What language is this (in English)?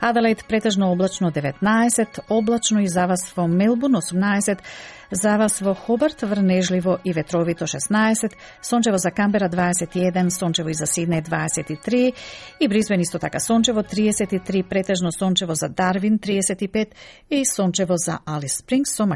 Macedonian